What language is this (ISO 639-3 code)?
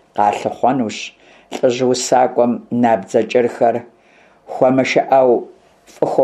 kbd